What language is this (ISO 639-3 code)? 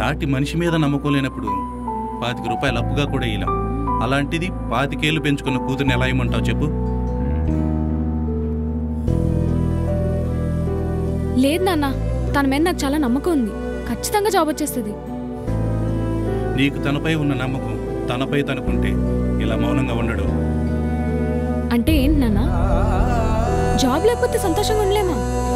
tel